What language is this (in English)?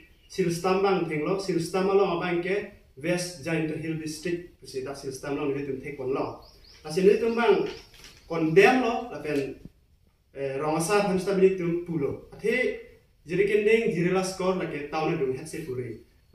Karbi